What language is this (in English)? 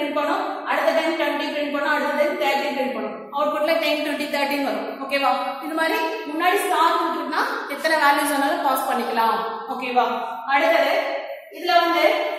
Tamil